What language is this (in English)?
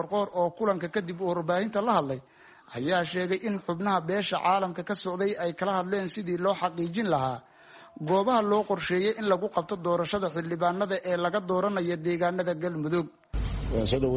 Somali